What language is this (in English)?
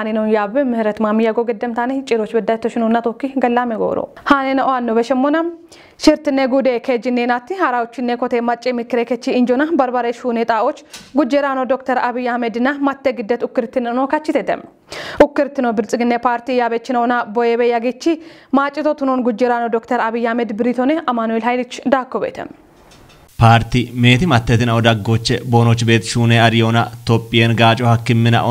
Kafa